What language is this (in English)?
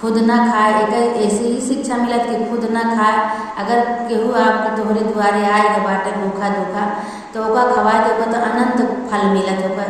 Awadhi